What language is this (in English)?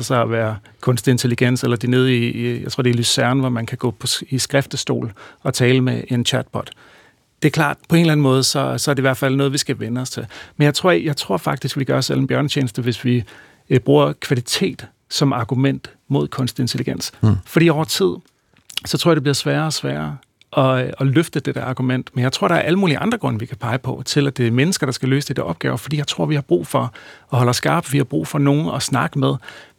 Danish